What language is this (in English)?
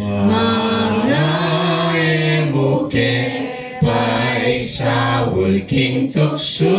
Pampanga